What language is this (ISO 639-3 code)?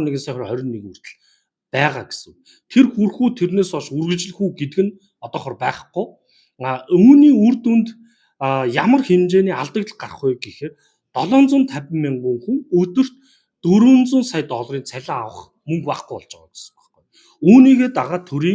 mon